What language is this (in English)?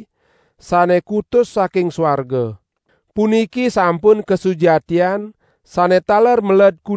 Balinese